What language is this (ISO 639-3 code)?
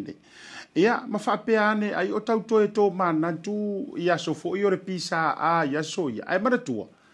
smo